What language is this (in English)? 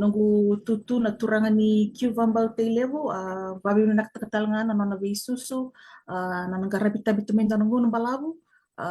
Fijian